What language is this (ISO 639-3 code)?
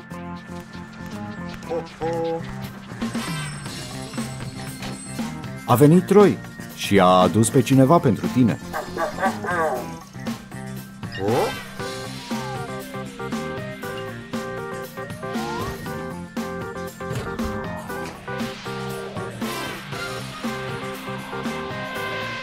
ron